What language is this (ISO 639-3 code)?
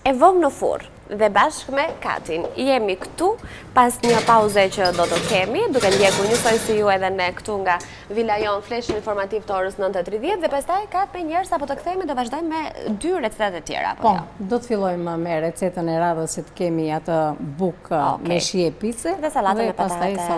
sqi